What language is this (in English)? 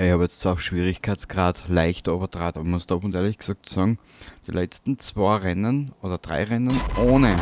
Bavarian